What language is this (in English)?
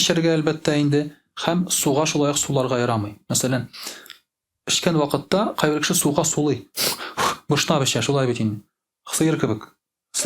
Tatar